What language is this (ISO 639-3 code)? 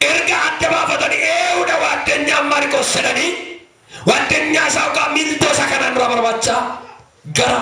orm